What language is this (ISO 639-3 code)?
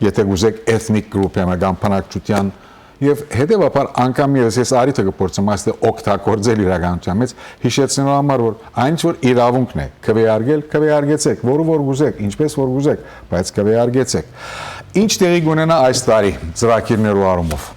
hyw